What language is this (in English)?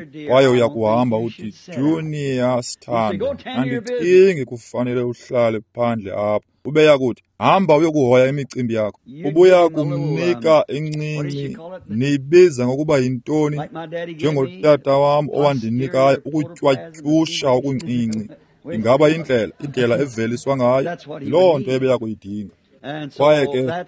Xhosa